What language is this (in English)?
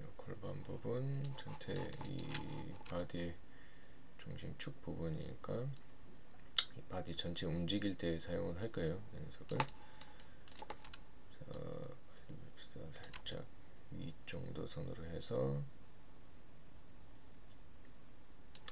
Korean